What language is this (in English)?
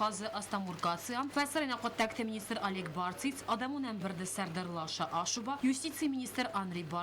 Ossetic